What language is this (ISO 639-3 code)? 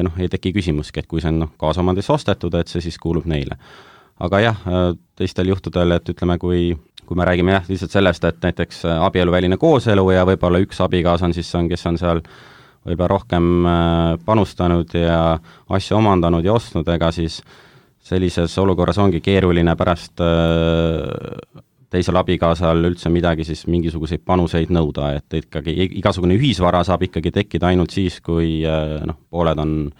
est